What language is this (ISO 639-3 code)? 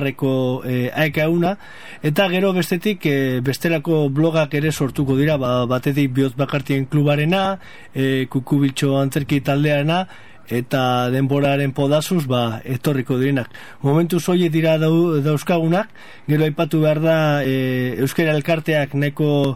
eus